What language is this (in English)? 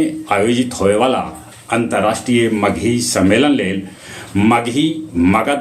Magahi